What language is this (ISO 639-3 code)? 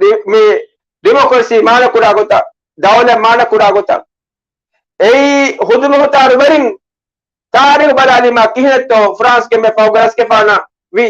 div